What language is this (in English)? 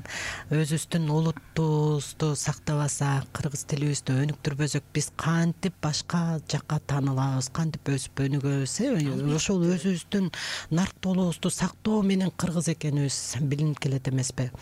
Kyrgyz